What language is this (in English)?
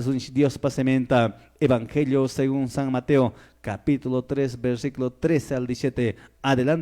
Quechua